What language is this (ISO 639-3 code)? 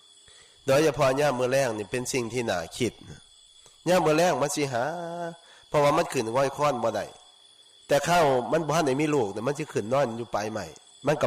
tts